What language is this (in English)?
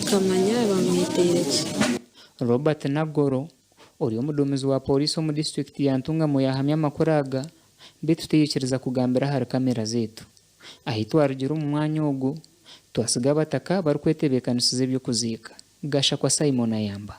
Nyankole